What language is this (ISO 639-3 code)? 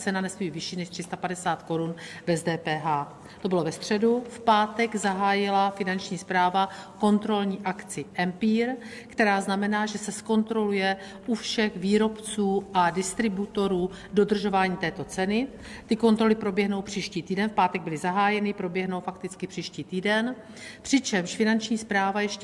ces